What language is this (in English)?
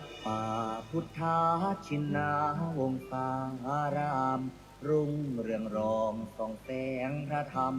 Pali